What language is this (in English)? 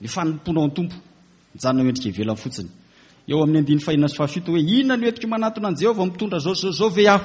Malagasy